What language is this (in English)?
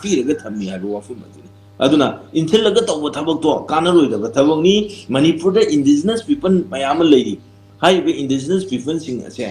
Manipuri